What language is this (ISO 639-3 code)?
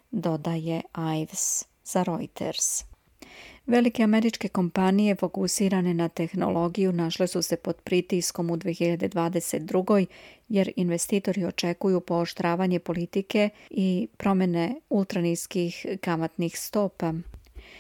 srp